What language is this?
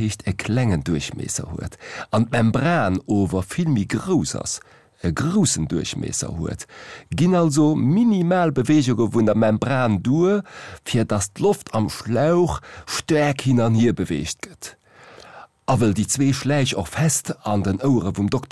Luxembourgish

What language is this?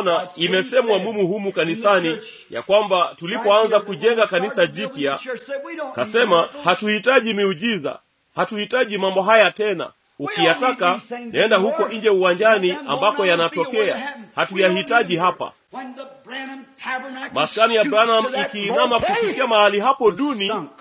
Swahili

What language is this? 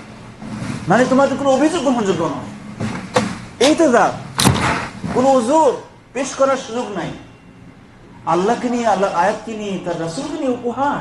Bangla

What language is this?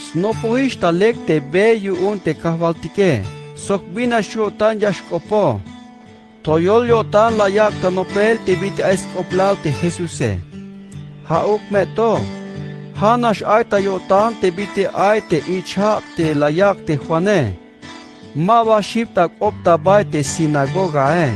Tzeltal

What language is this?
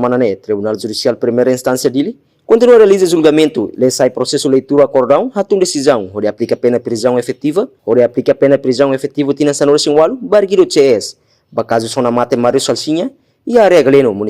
Tetum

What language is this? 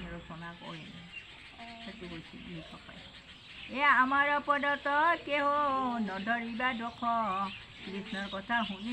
Assamese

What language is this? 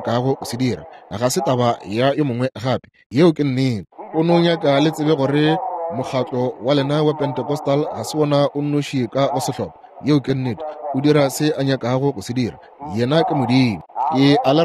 Northern Sotho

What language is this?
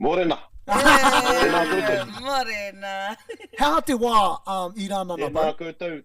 Māori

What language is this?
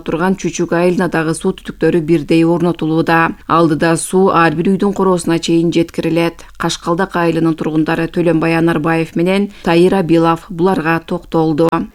Kyrgyz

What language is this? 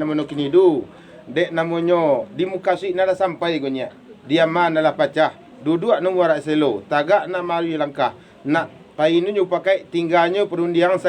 Minangkabau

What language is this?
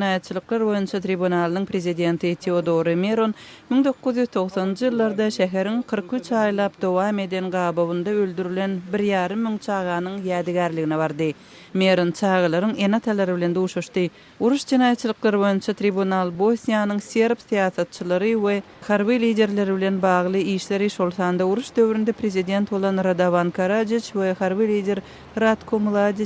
Turkmen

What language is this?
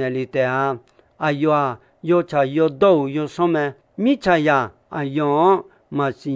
Akha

